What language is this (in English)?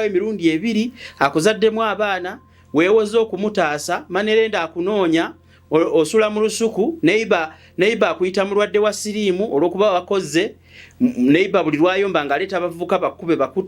Ganda